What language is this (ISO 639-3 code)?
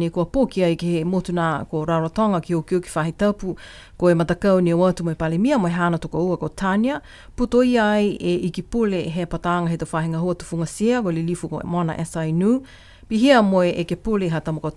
niu